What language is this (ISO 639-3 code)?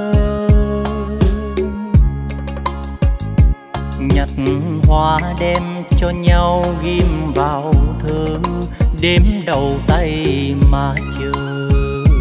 vie